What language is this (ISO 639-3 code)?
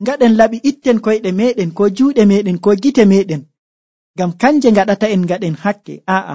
fuv